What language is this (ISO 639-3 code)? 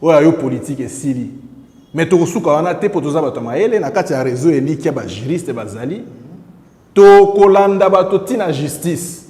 lin